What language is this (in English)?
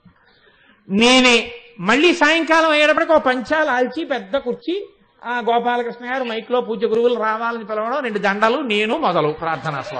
Telugu